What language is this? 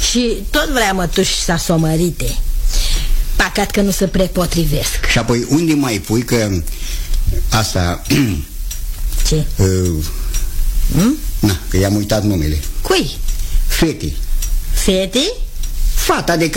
Romanian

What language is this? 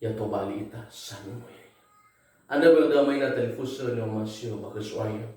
Nias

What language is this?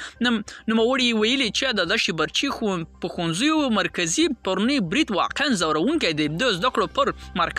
Pashto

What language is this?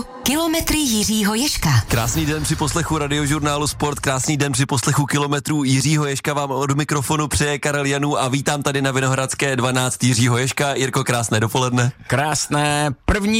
Czech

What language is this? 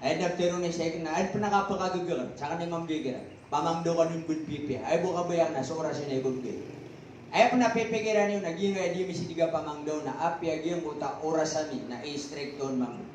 Maranao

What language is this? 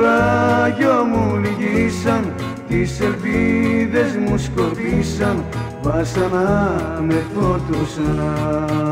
Greek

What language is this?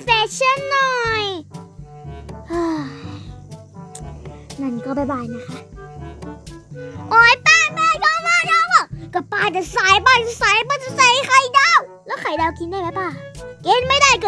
Thai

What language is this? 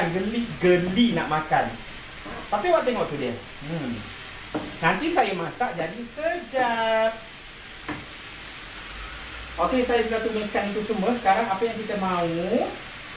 Malay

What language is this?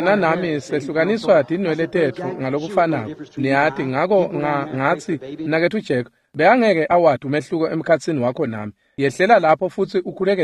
Swati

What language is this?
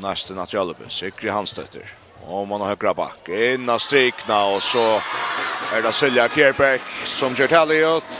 Faroese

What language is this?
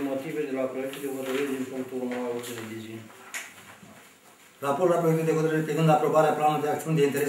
Romanian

